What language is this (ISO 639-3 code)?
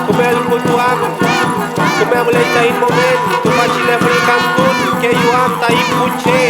arn